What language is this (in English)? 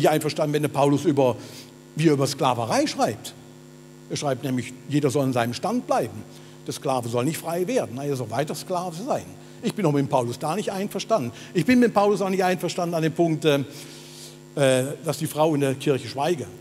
Swiss German